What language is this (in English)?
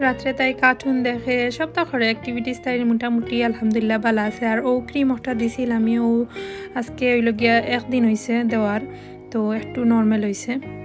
Sylheti